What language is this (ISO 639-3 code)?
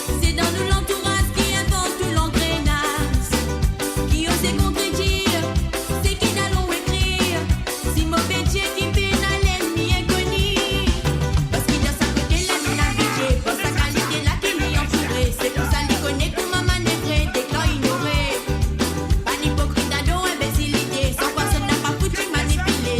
mfe